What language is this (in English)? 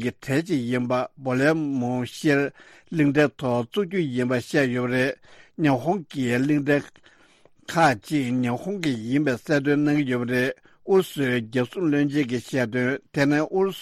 Tibetan